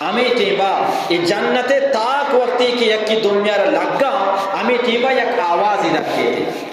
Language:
Eastern Balochi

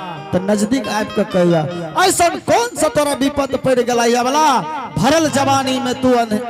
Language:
Angika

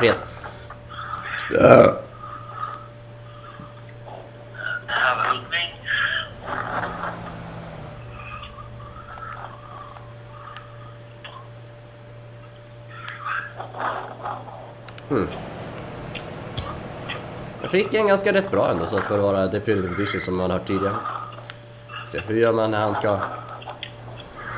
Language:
Swedish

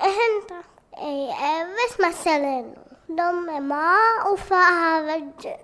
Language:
Divehi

